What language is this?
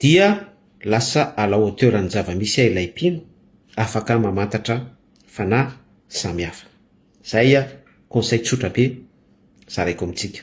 Malagasy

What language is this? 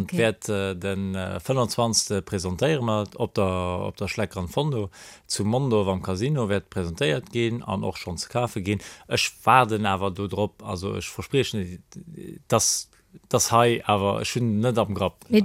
Luxembourgish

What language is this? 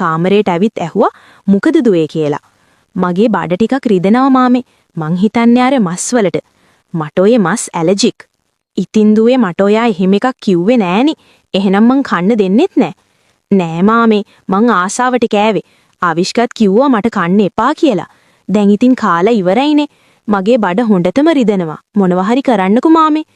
Sinhala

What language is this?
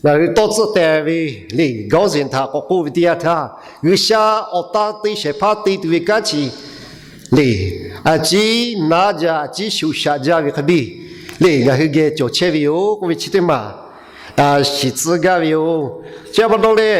Lahu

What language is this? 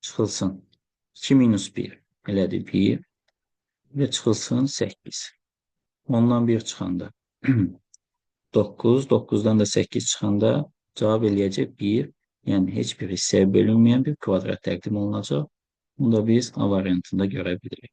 Azerbaijani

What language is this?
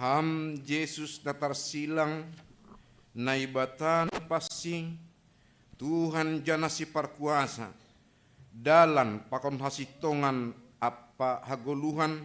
Batak Simalungun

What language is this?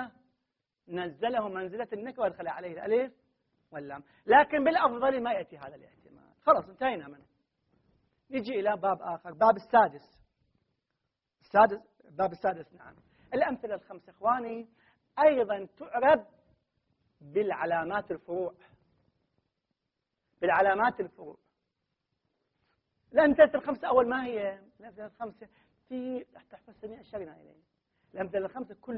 Arabic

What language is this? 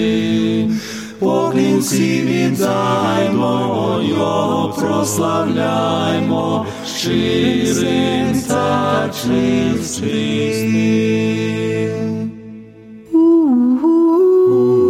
Ukrainian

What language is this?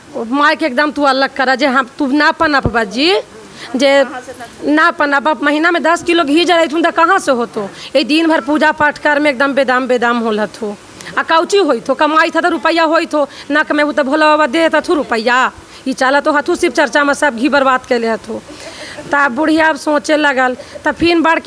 Magahi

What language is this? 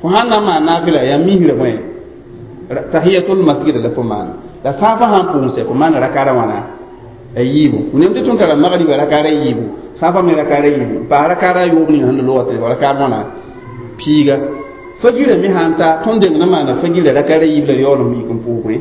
Mossi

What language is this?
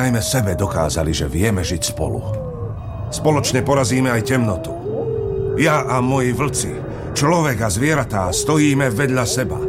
Slovak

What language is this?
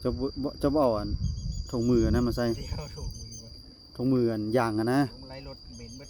Lao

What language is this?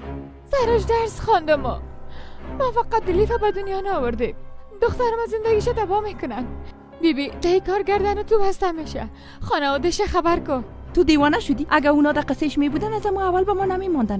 Persian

